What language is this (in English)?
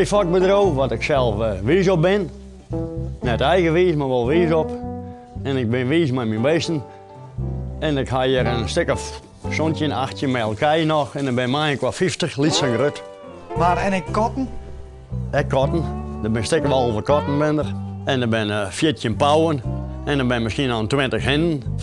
Western Frisian